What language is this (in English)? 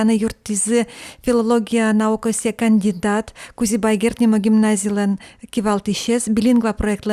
Udmurt